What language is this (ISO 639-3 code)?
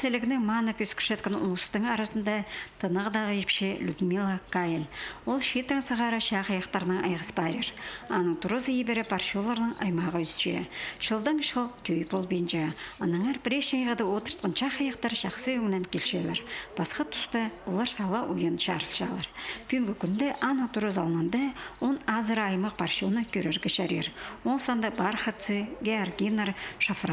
kjh